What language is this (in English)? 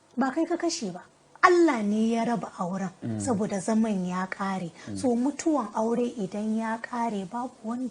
Hausa